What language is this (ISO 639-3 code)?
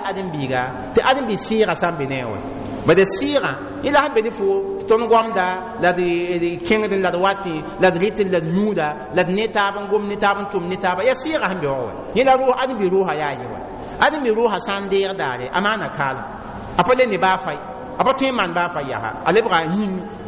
mos